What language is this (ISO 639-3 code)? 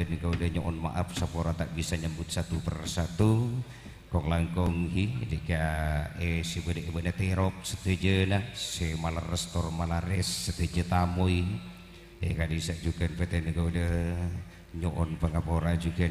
mad